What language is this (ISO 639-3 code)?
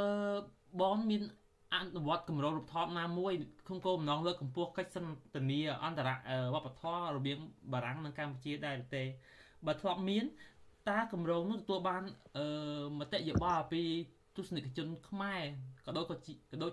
khm